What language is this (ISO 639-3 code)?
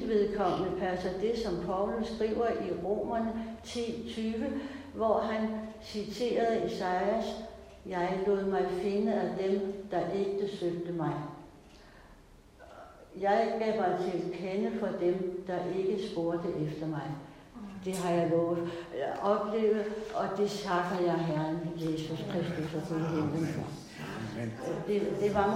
dan